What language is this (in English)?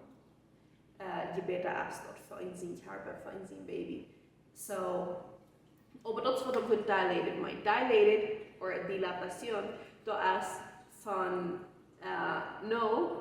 Plautdietsch